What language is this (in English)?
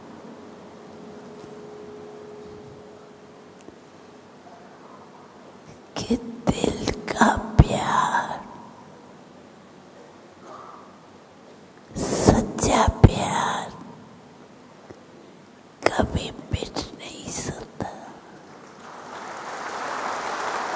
Hindi